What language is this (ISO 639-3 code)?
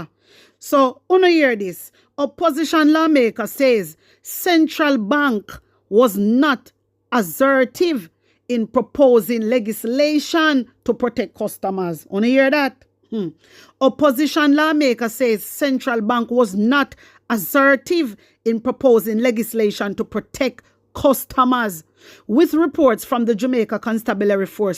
jam